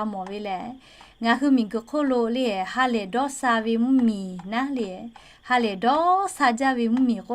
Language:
Lahu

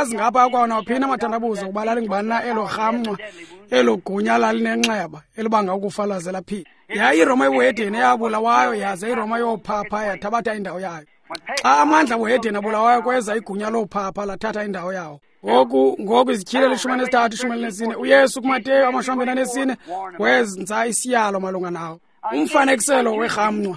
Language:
Xhosa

